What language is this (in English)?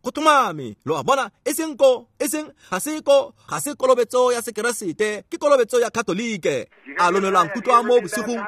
Tswana